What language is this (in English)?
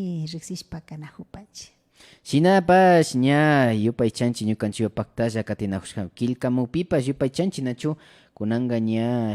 Imbabura Highland Quichua